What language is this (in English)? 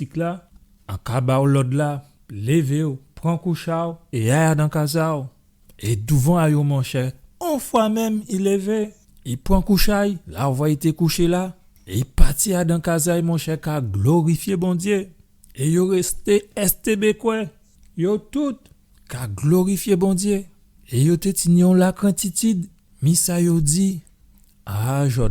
Guadeloupean Creole French